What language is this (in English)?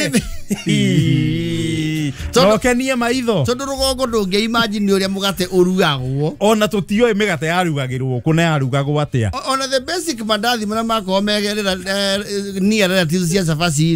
Kikuyu